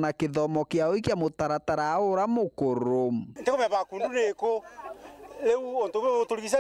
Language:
Meru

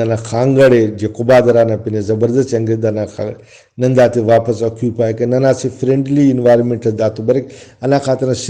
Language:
Brahui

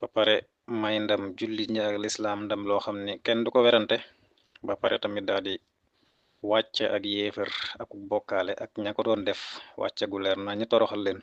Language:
Wolof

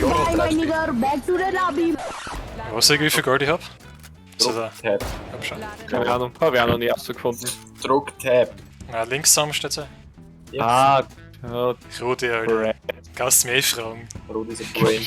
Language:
Bavarian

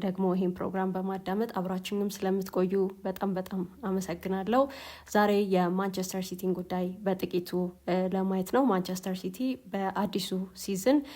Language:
Amharic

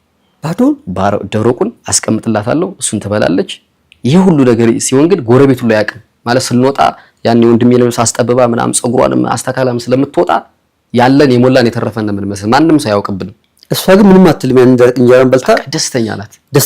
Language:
Amharic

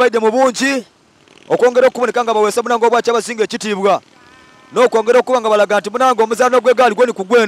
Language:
Soga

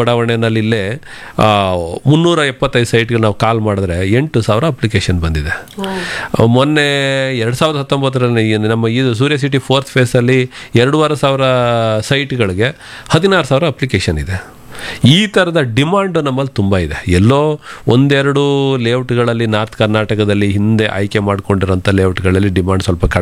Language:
Kannada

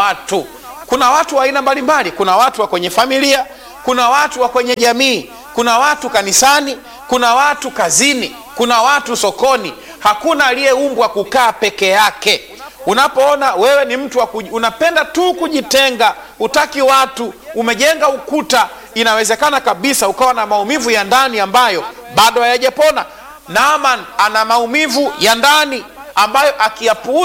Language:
Swahili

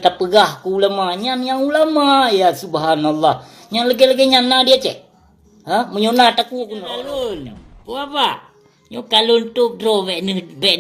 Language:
Achinese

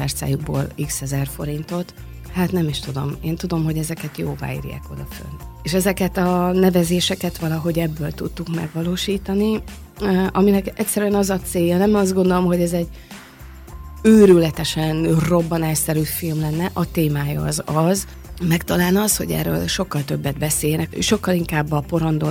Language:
Hungarian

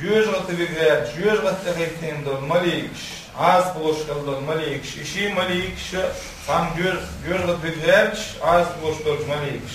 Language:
Chechen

